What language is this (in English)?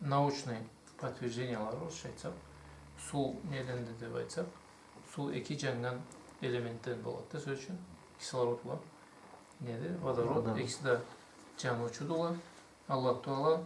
Karachay-Balkar